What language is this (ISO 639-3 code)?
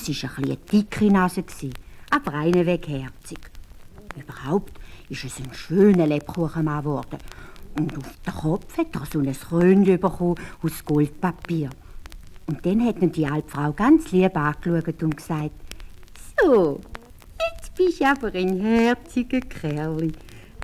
gsw